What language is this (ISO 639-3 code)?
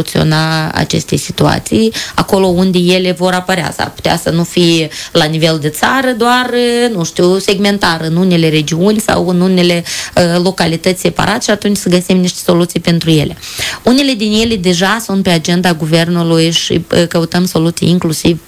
ron